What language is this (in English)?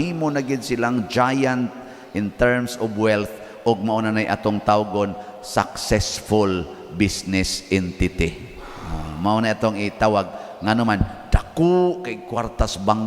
Cebuano